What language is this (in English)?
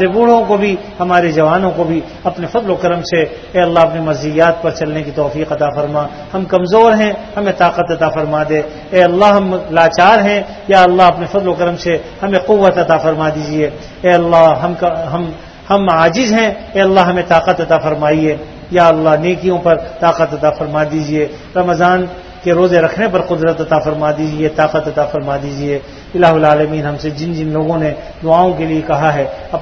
Urdu